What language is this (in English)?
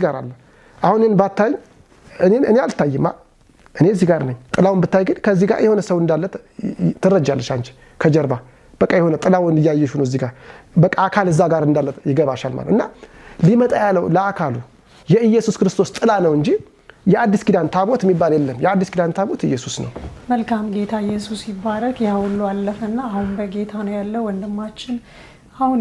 Amharic